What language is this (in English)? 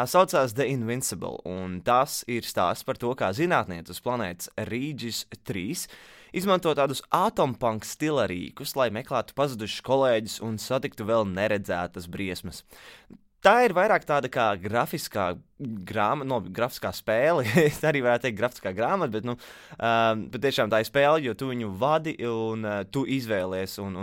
Latvian